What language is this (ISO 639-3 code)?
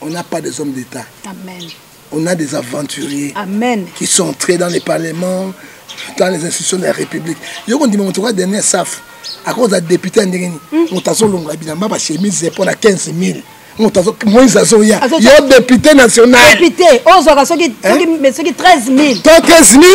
lin